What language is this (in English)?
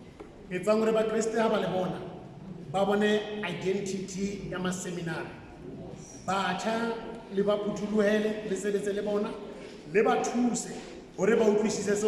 Southern Sotho